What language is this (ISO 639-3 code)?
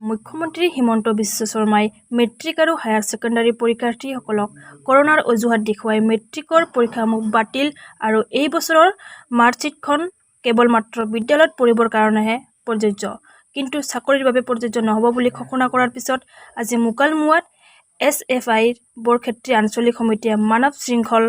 asm